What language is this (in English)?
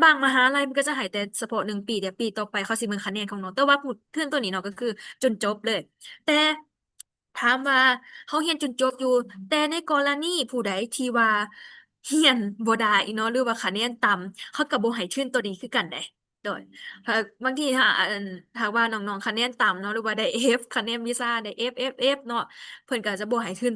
Lao